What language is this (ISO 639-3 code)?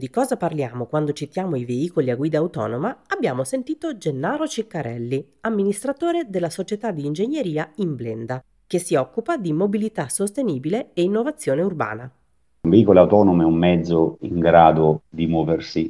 ita